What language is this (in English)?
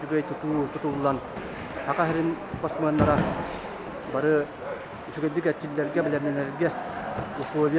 Yakut